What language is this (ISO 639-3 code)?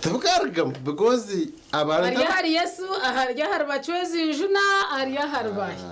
nyn